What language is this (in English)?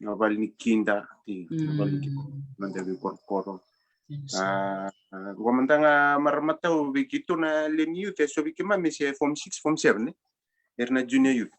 Fijian